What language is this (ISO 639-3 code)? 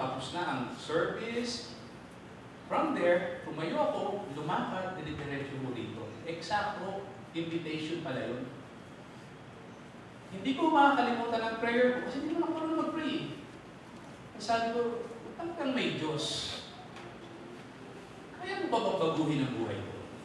fil